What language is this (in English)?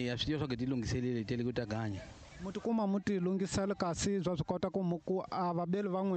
Tsonga